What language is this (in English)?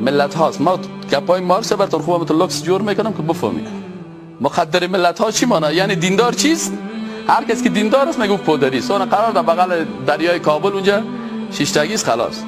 Persian